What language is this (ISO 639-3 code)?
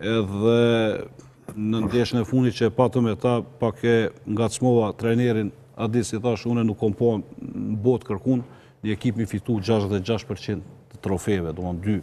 sqi